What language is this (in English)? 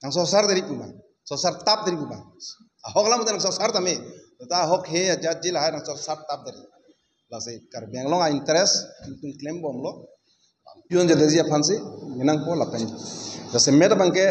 Karbi